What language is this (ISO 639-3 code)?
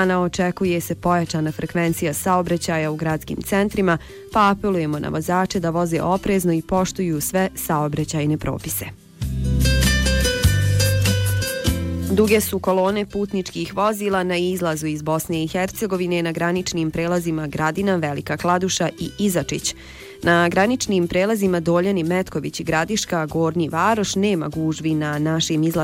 bos